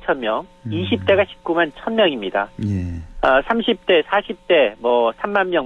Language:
Korean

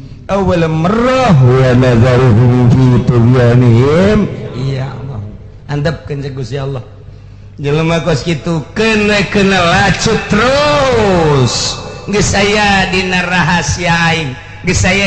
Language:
Sundanese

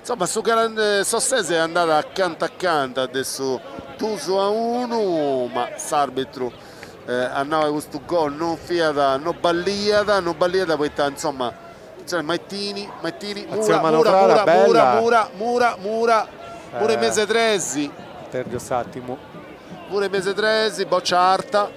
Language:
Sardinian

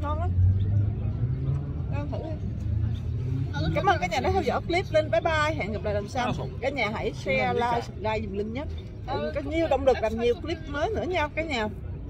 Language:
Vietnamese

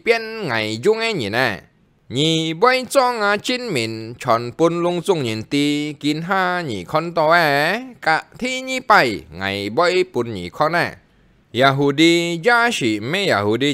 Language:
Hakka Chinese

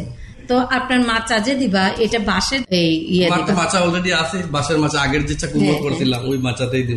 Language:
Bangla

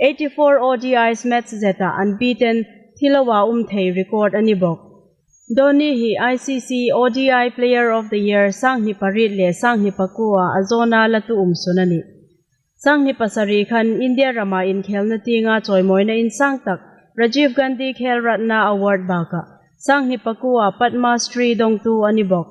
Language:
Hmar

